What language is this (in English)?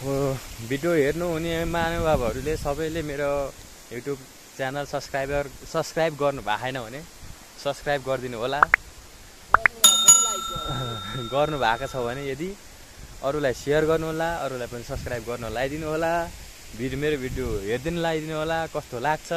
Nepali